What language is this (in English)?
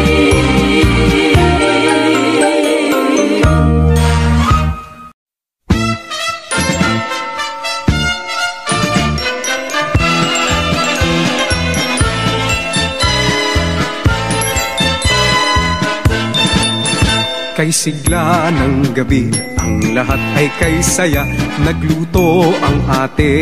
Filipino